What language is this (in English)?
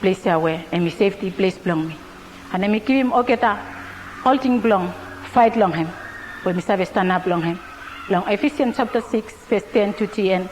Bislama